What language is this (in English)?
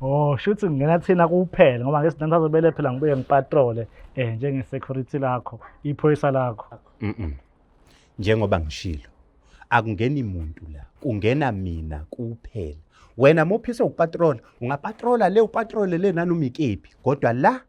Zulu